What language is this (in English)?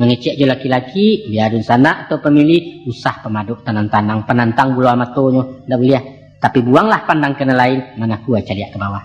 Minangkabau